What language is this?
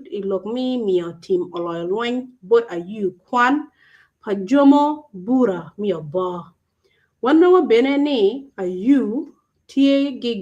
Acoli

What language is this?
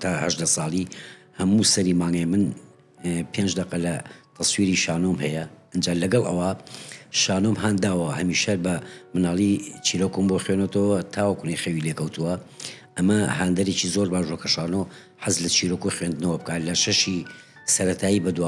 Central Kurdish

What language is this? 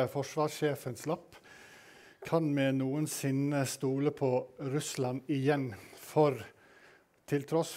Norwegian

